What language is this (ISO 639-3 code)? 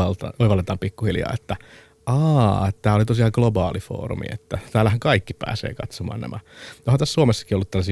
fin